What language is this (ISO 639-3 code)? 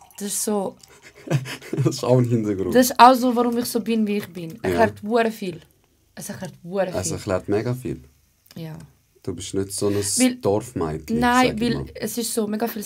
gsw